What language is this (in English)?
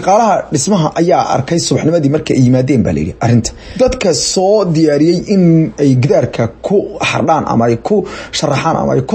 Somali